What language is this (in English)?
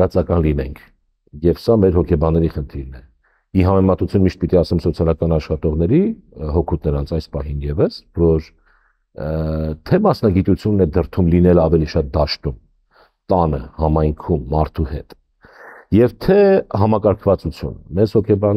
Armenian